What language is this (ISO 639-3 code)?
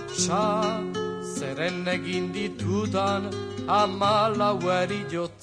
eus